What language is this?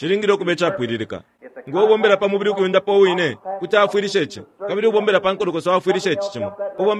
Bemba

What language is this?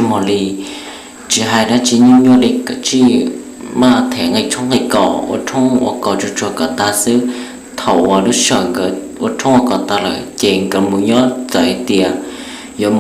Hmong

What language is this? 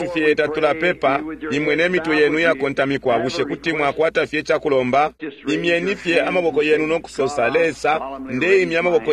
Bemba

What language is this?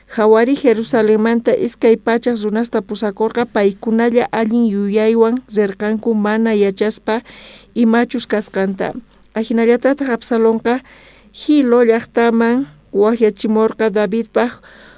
South Bolivian Quechua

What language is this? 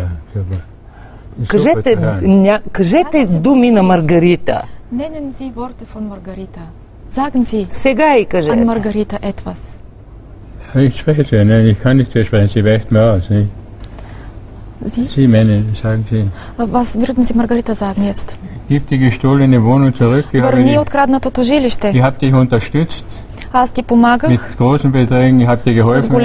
Bulgarian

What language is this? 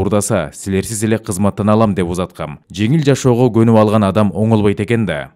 Kyrgyz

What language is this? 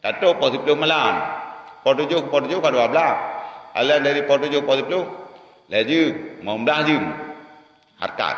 Achinese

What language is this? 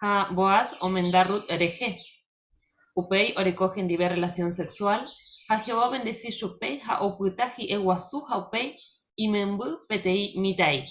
Guarani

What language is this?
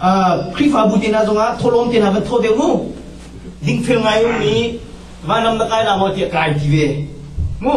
Hakha Chin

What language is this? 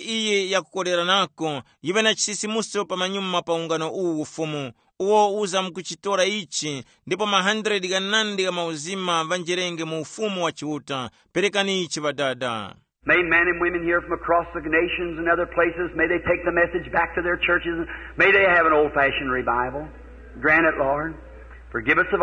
Tumbuka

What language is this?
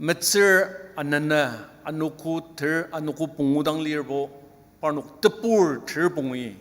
Ao Naga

